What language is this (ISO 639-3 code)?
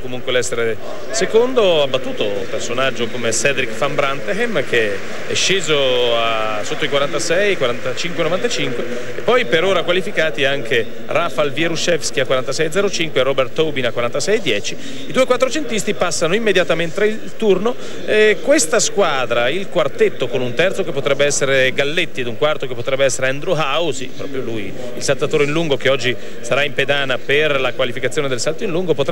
ita